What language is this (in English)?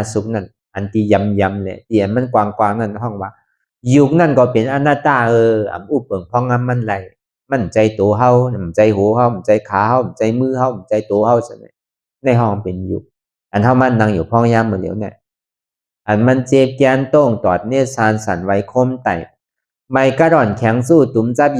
Shan